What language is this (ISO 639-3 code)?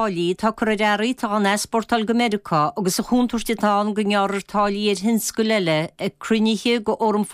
gle